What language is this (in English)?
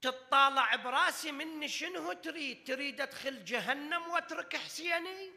Mesopotamian Arabic